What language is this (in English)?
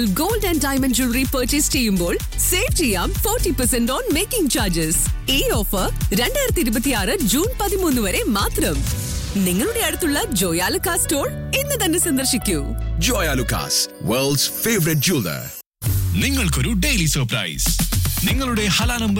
Malayalam